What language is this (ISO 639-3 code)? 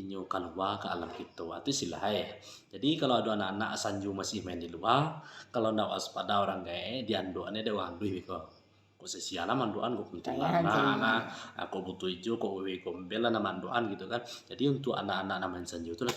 min